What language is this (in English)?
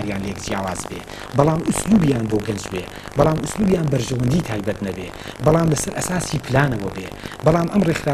Central Kurdish